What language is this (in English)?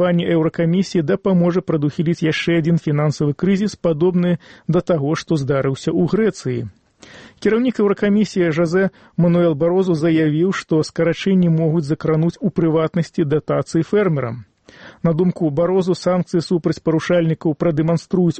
Belarusian